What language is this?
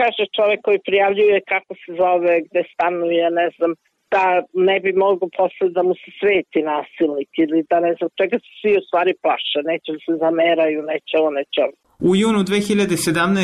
Serbian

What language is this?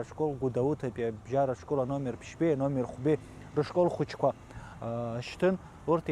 Abkhazian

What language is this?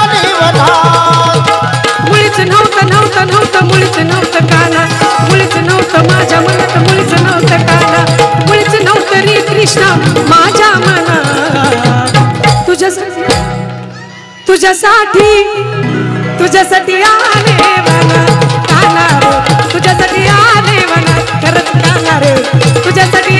Marathi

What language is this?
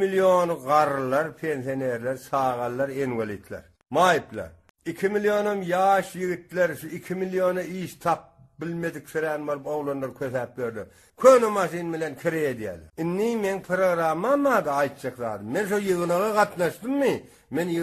Turkmen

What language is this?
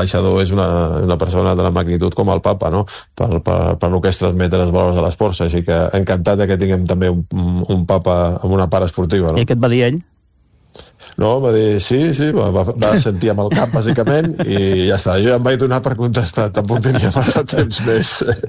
Catalan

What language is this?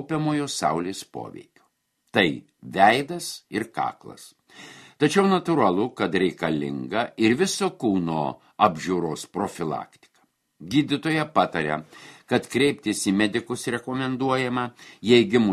Lithuanian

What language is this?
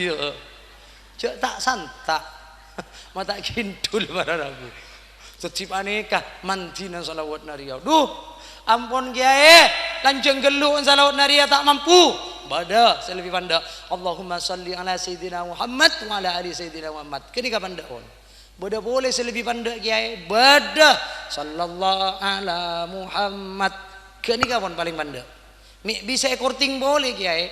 Madurese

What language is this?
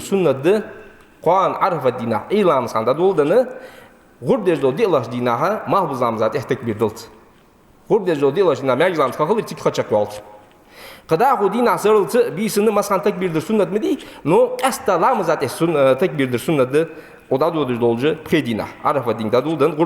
Ingush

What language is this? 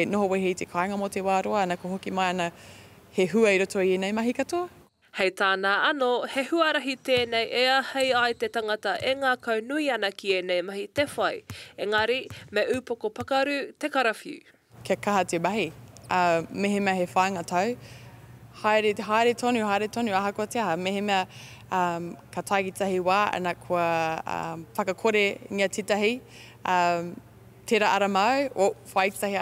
Māori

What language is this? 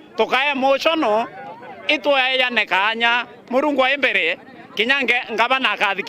Meru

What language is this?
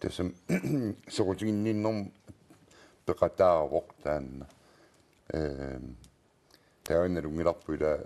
Kalaallisut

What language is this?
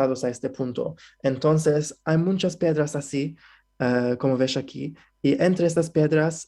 Ladino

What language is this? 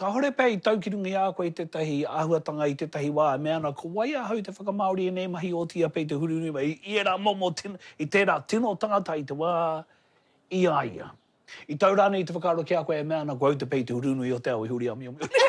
Māori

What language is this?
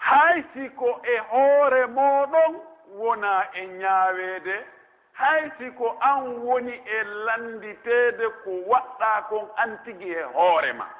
Pular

